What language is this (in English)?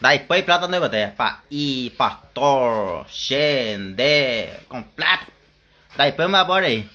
Guarani